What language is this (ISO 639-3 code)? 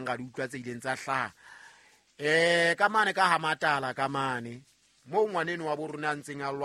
sot